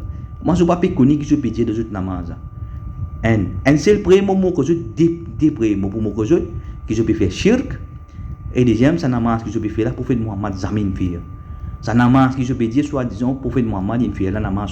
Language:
Morisyen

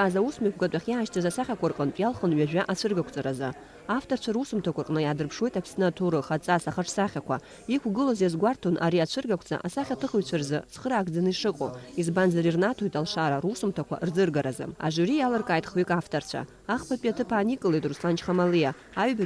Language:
Abkhazian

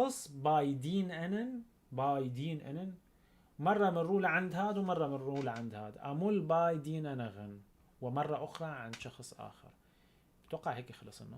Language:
North Levantine Arabic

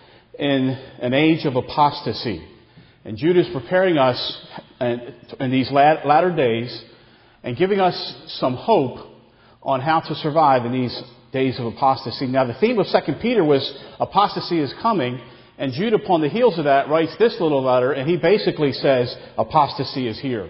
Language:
English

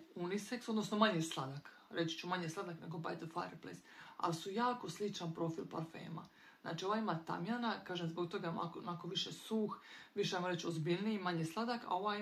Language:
Croatian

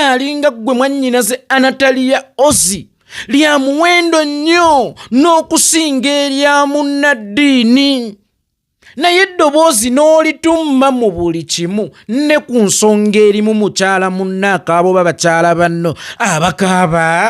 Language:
Ganda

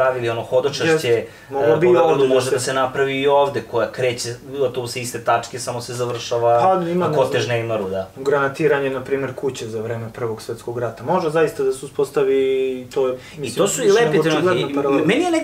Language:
Serbian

